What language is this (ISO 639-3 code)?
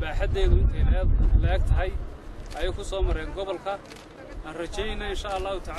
som